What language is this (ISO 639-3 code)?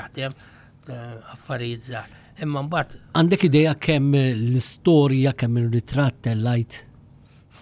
mlt